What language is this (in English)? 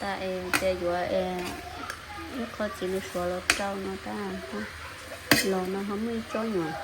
Hmong